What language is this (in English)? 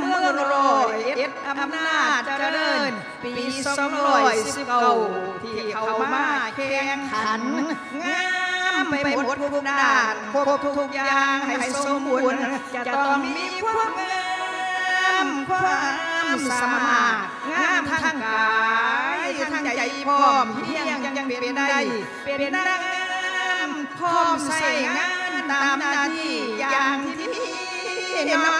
Thai